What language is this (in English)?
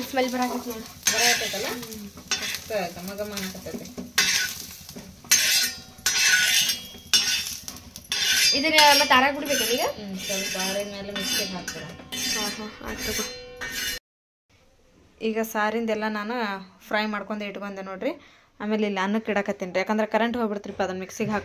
Kannada